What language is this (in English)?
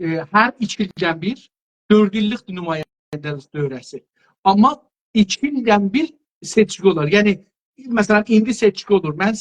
South Azerbaijani